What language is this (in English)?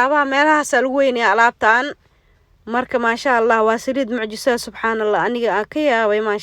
Somali